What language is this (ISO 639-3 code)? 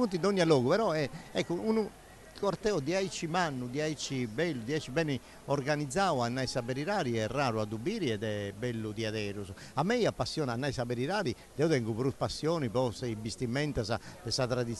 srd